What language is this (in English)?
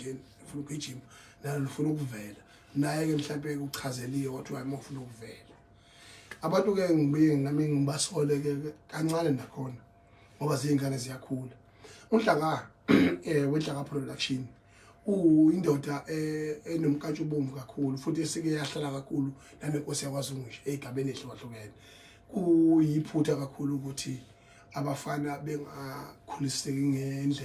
Zulu